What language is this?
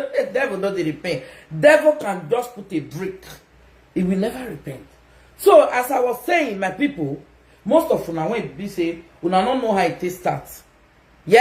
Nigerian Pidgin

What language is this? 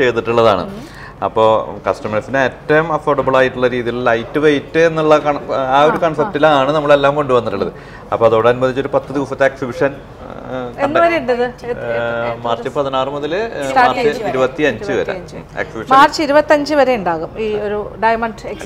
Malayalam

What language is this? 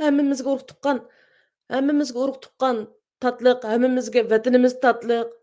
Uyghur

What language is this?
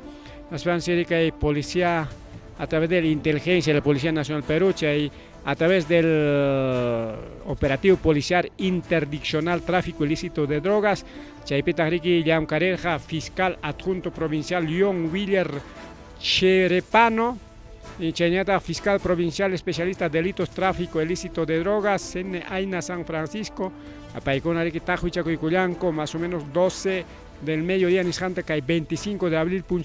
Ayacucho Quechua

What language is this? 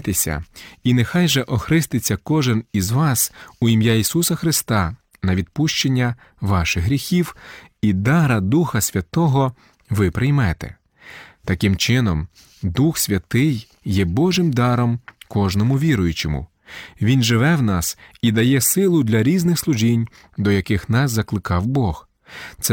Ukrainian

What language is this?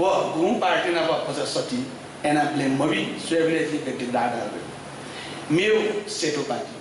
Newari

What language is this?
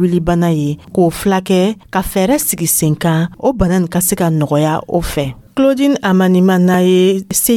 Dyula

